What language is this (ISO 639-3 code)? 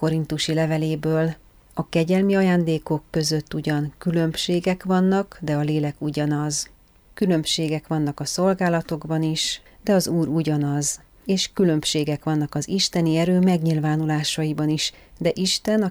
hun